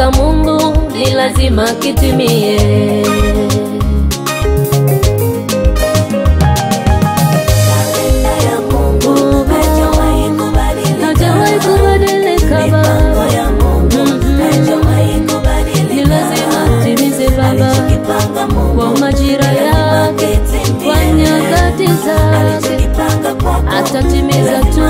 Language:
Swahili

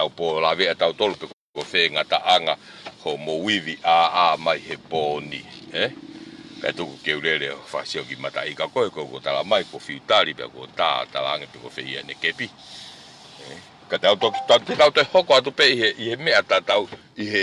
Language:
Tongan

